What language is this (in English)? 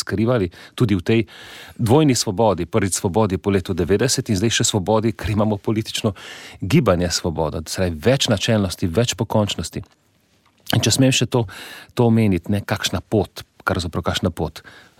Slovenian